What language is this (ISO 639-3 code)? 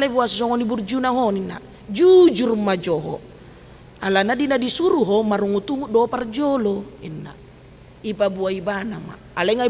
bbc